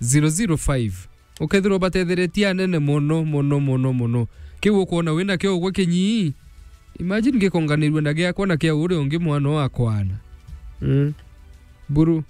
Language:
Meru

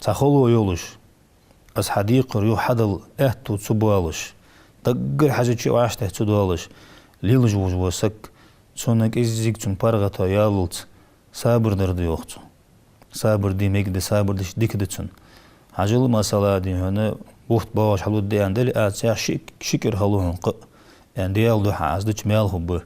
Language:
Ingush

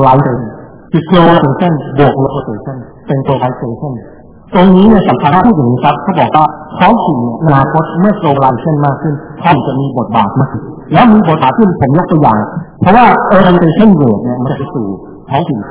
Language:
Thai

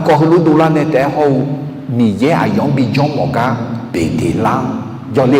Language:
Akha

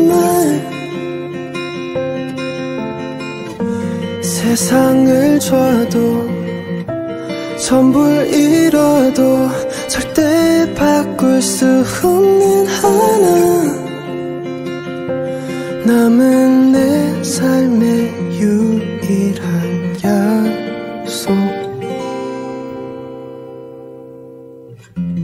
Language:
Korean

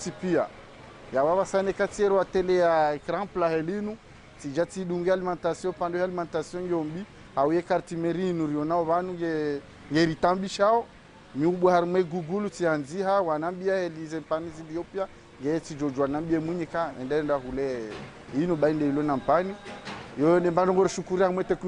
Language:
Ngazidja Comorian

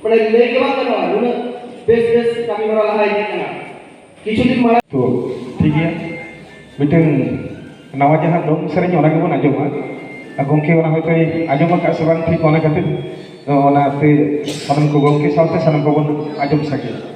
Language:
Santali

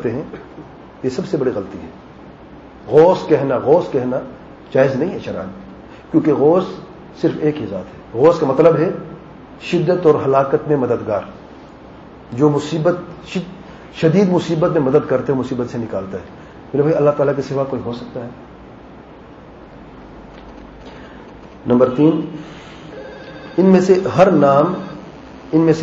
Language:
Urdu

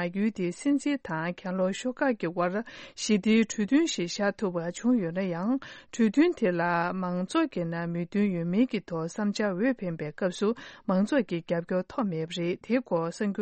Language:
Tibetan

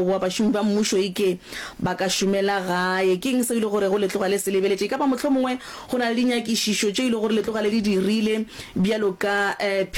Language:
Northern Sotho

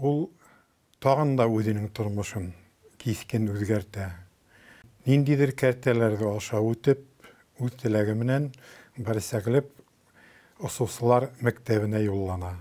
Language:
Bashkir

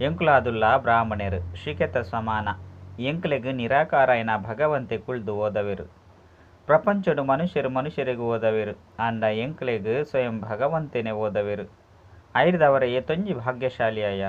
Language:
Tulu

